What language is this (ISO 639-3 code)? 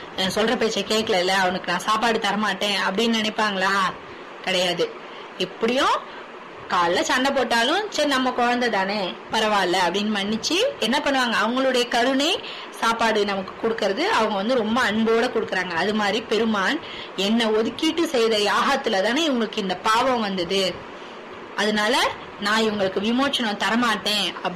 tam